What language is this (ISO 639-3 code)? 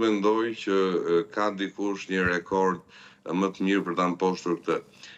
sqi